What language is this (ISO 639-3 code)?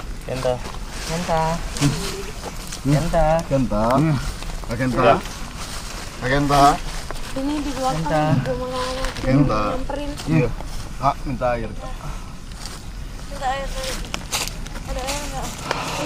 ind